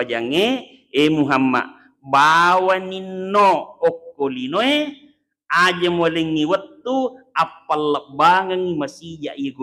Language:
Buginese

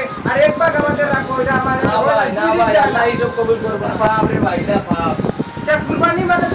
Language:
Sylheti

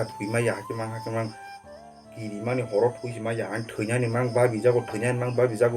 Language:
Kok Borok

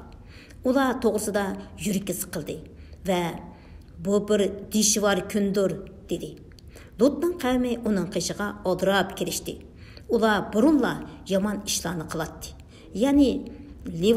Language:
Uyghur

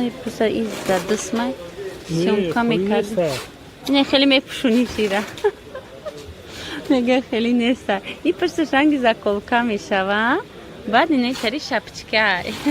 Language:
Tajik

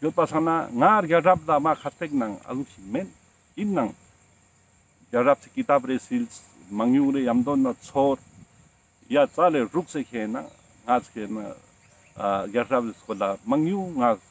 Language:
Ladakhi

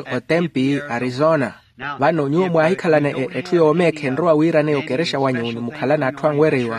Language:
Makhuwa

